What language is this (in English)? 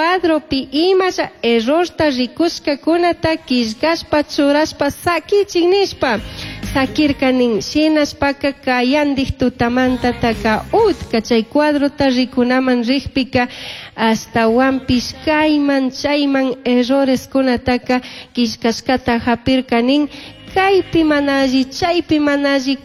Chimborazo Highland Quichua